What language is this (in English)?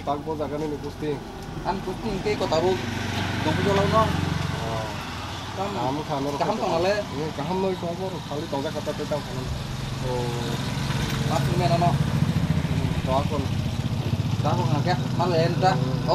Kok Borok